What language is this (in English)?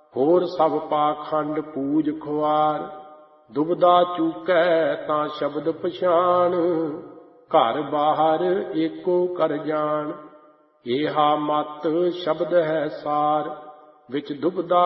Punjabi